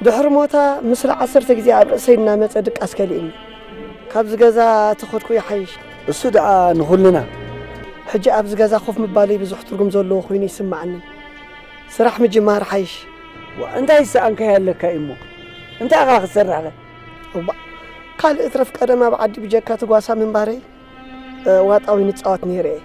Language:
Tigrinya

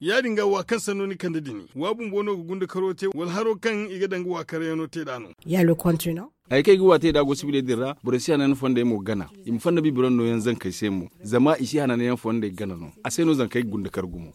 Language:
Zarma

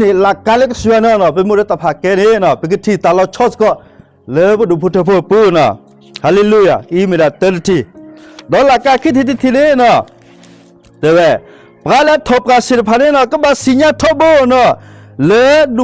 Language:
S'gaw Karen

